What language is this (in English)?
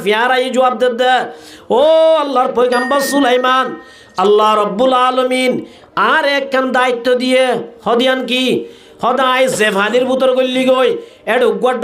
Rohingya